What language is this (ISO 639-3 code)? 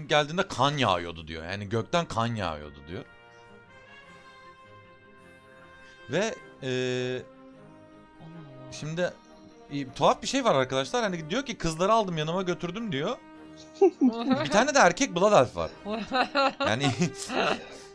tur